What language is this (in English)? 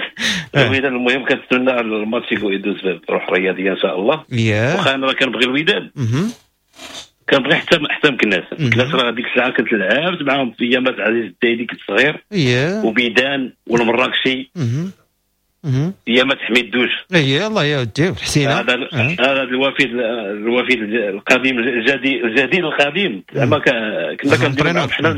Moroccan Arabic